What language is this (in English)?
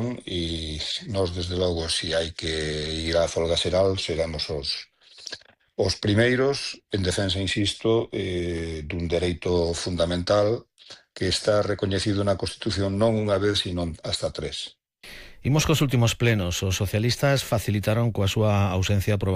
Galician